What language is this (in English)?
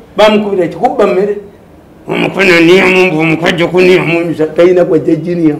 Ganda